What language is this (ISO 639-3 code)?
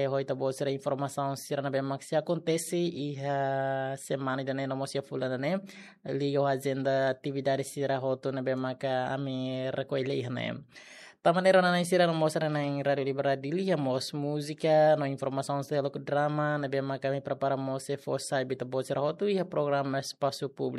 tet